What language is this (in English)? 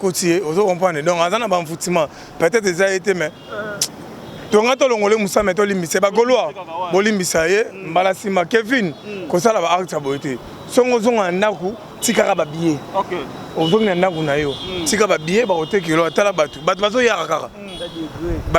Lingala